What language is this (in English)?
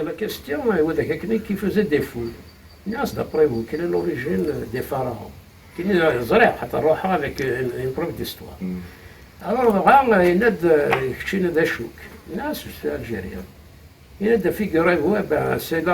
Kabyle